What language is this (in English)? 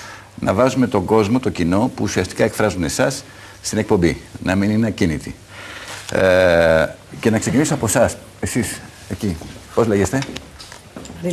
Greek